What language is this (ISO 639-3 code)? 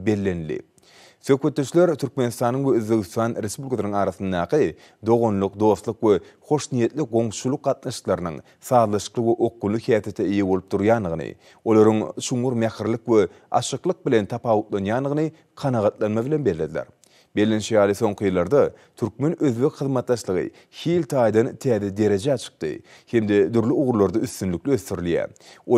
tuk